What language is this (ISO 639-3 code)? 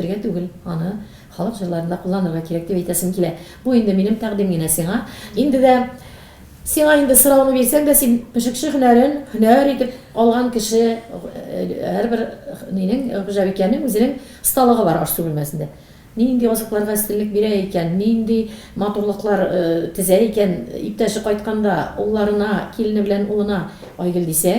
tat